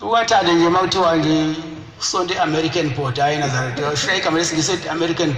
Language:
Zulu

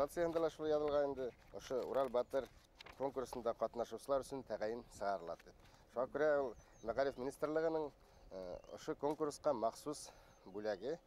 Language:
Bashkir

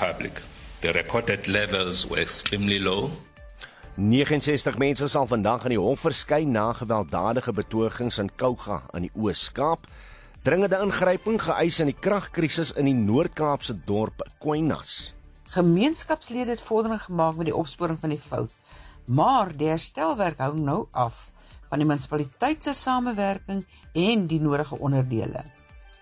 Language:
Afrikaans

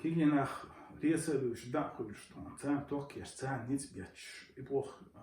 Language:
Chechen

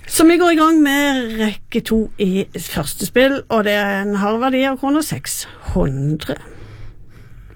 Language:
Norwegian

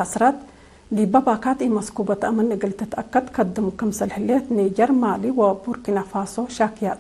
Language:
Tigre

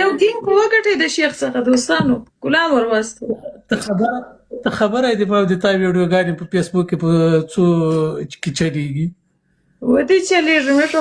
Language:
Pashto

